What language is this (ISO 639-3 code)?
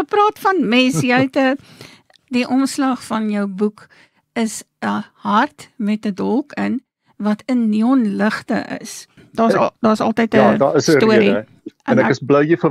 afr